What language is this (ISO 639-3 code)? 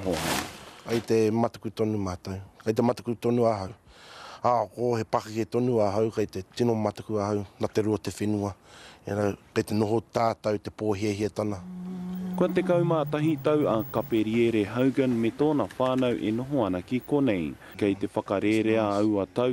mri